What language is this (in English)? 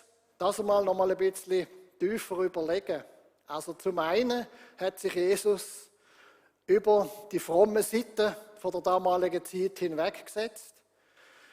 Swiss German